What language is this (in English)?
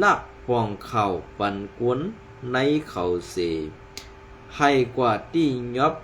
Shan